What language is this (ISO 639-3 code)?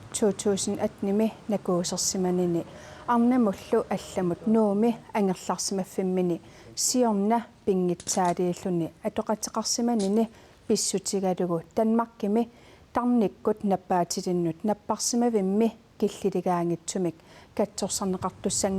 kal